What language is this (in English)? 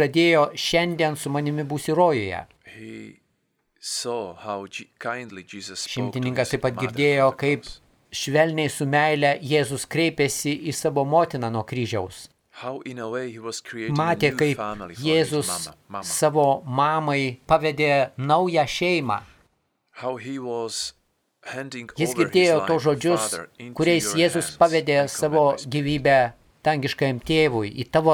Lithuanian